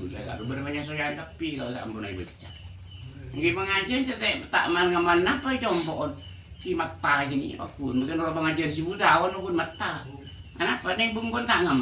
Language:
Madurese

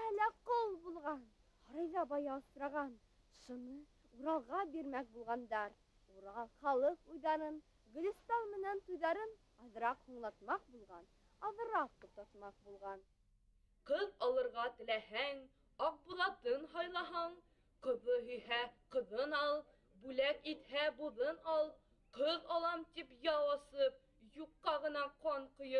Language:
Bashkir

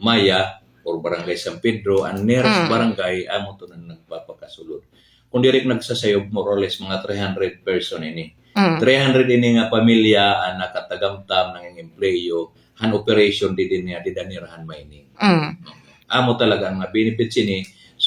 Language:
Waray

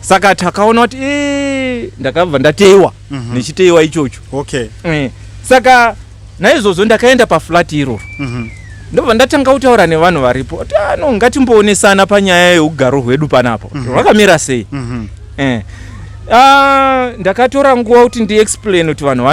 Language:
Shona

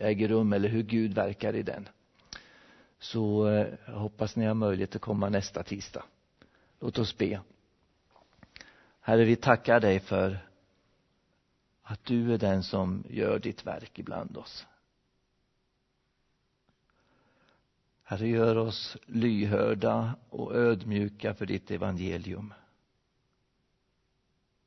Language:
Swedish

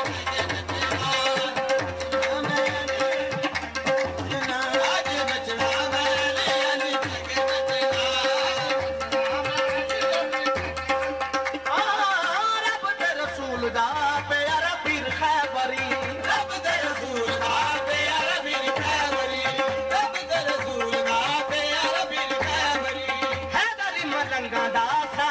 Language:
Punjabi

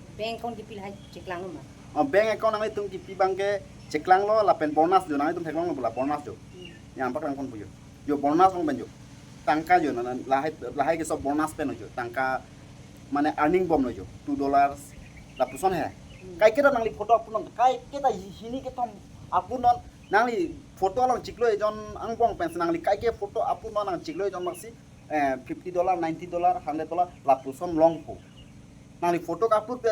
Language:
Karbi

